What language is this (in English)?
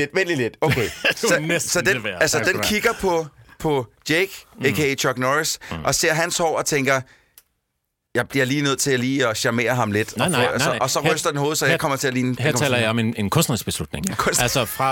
Danish